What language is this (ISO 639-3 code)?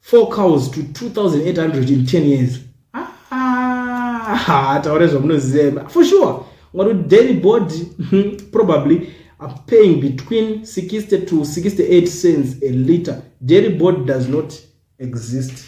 sna